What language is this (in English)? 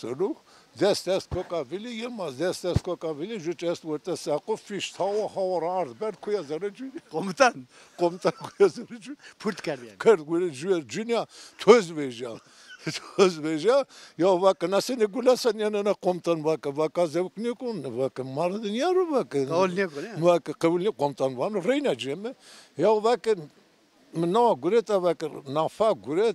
Zaza